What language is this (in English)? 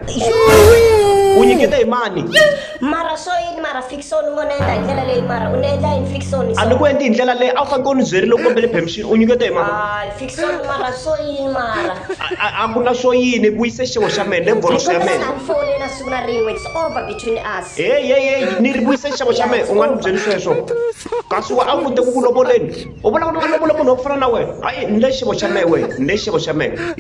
Tsonga